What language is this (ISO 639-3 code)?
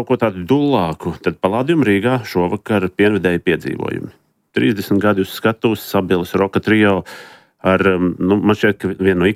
lav